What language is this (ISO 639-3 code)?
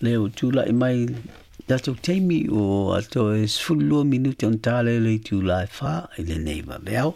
smo